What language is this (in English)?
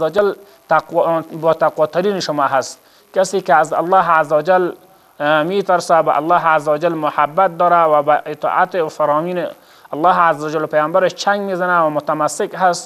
Persian